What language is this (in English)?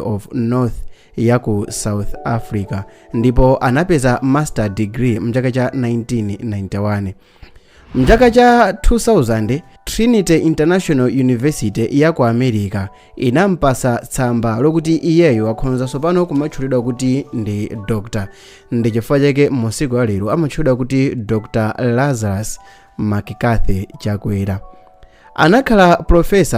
Nyanja